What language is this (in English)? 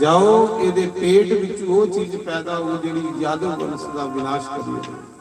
Dogri